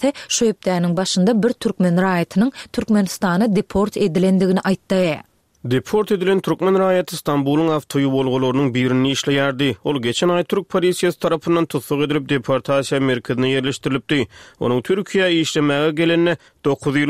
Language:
Turkmen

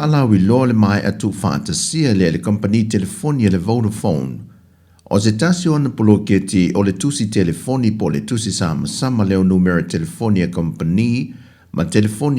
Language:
Samoan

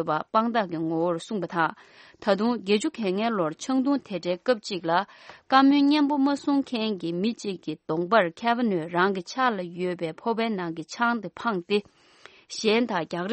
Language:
Tibetan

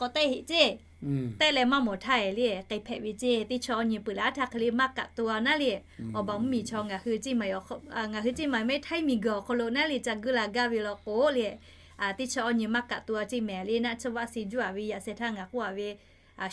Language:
Lahu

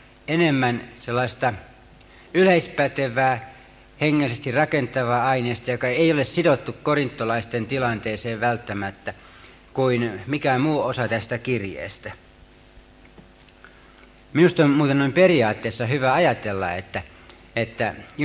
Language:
Finnish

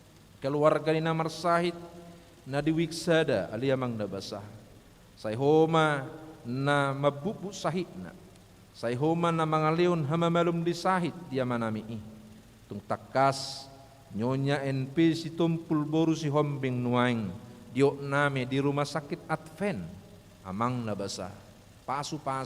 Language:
Batak Toba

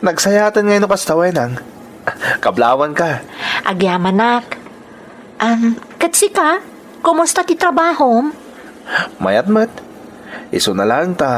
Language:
Iloko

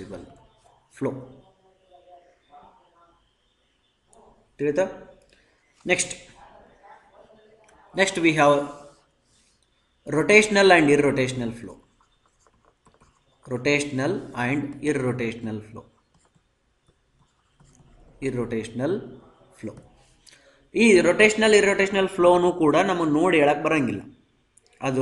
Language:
Kannada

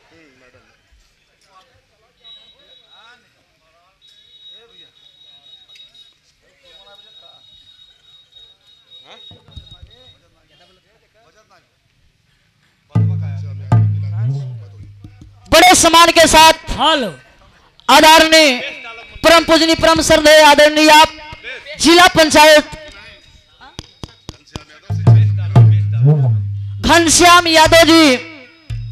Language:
Bhojpuri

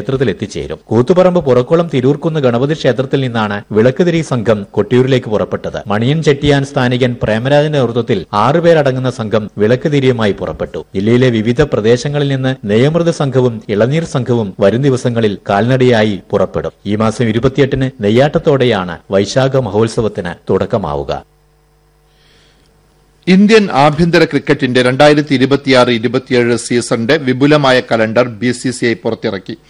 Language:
Malayalam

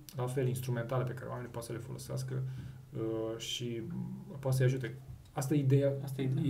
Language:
Romanian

